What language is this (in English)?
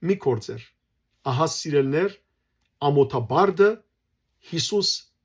Western Armenian